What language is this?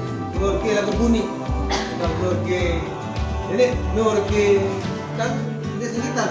Sasak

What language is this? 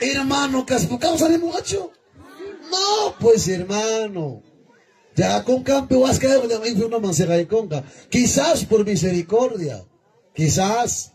Ayacucho Quechua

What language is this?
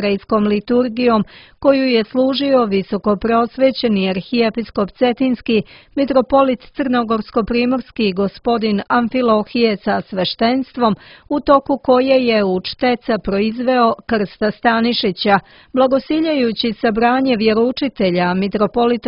Croatian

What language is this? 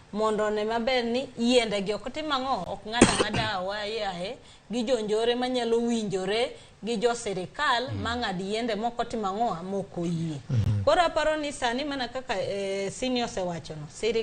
Luo (Kenya and Tanzania)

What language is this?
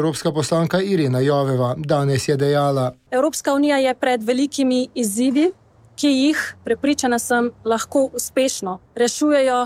Slovenian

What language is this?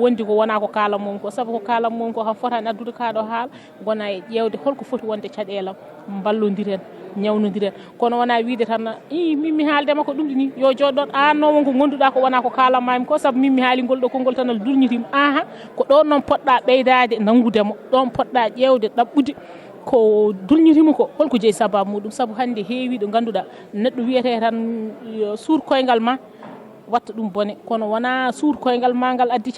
Fula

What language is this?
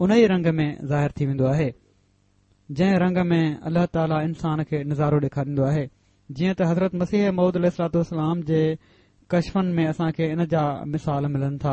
Sindhi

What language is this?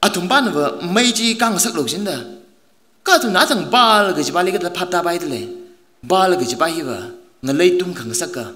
Tangkhul Naga (India)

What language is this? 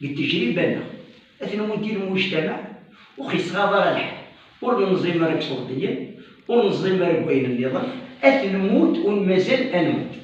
Kabyle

